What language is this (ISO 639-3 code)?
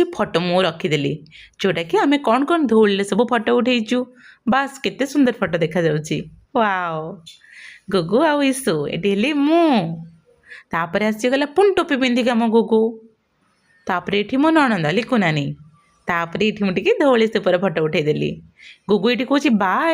ori